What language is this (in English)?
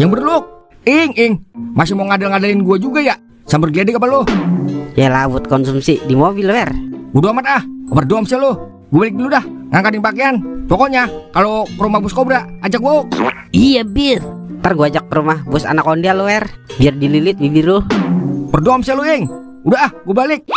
Betawi